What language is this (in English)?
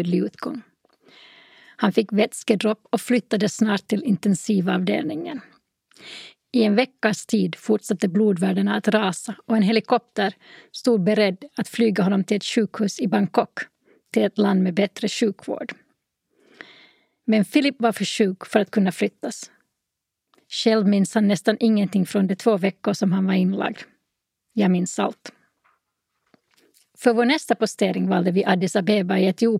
Swedish